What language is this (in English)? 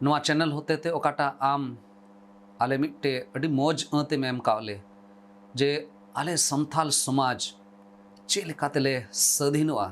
Santali